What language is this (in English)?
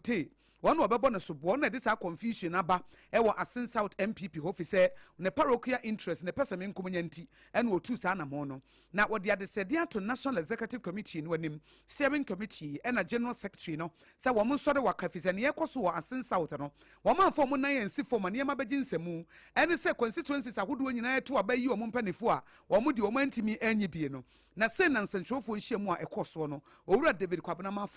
Akan